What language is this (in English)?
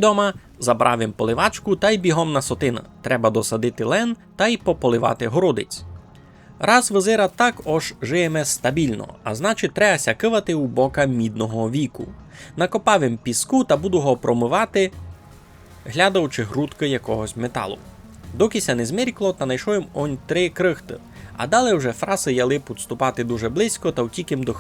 Rusyn